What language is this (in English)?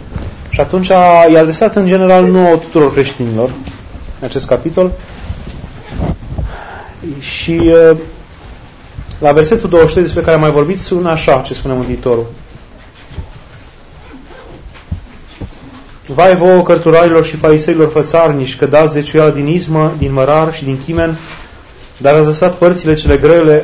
Romanian